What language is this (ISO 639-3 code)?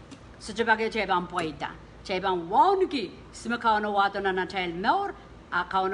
pon